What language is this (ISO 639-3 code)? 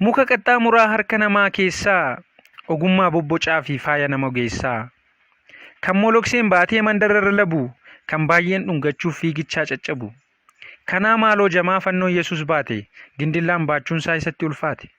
orm